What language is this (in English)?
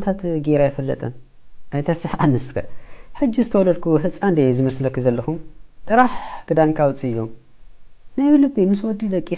Tigrinya